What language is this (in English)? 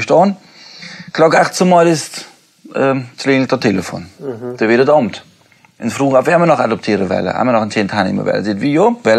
Plautdietsch